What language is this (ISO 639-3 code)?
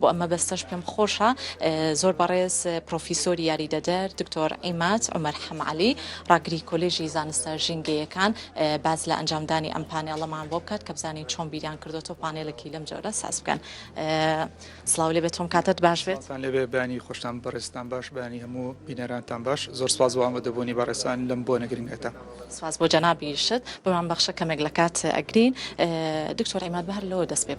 ckb